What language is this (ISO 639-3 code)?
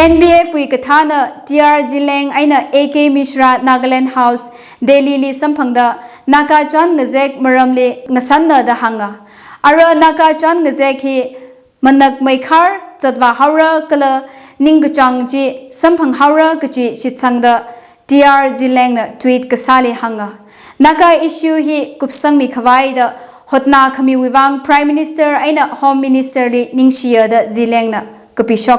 nmf